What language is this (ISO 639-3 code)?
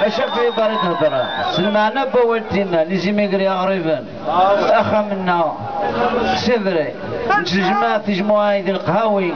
kab